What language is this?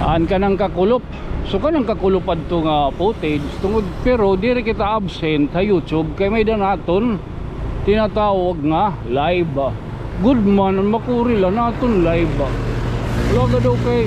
Waray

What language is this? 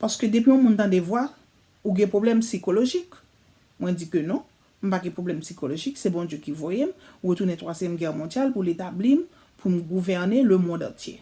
Haitian Creole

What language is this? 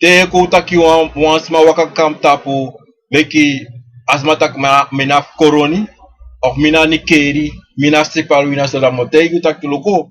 Sranan Tongo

